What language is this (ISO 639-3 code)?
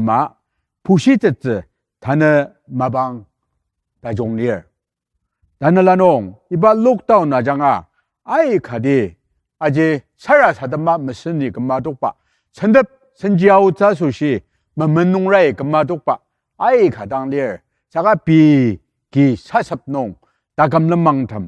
njo